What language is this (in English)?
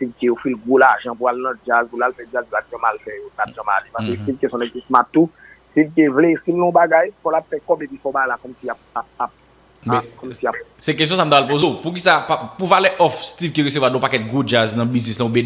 Haitian Creole